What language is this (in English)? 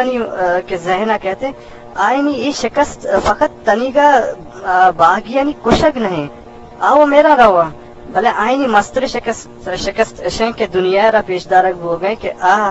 Eastern Balochi